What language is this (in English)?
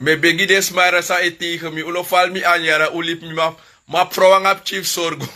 Sranan Tongo